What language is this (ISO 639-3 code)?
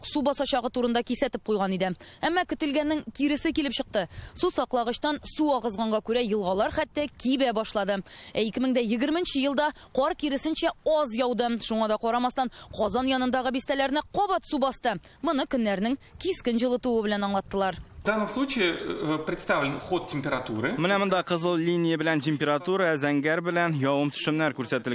tat